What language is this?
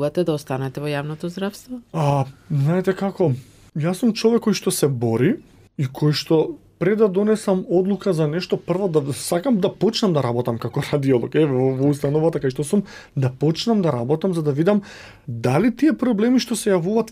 Macedonian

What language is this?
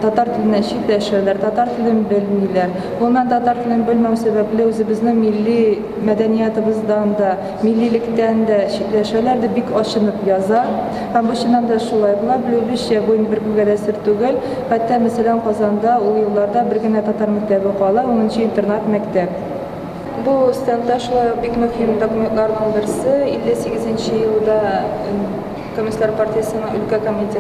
Tatar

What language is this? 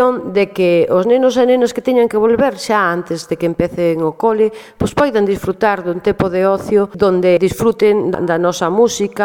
Galician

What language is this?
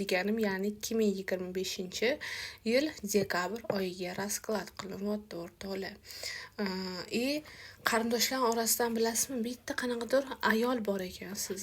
Uzbek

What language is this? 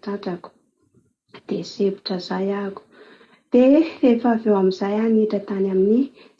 Malagasy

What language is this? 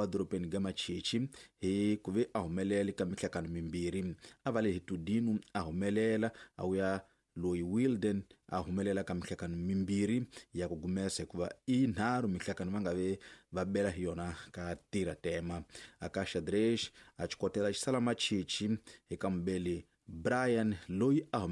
Tsonga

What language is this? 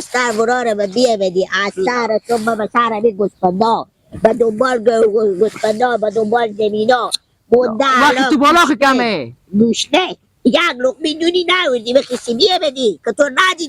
Hazaragi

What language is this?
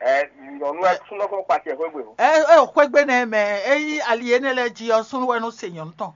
Fon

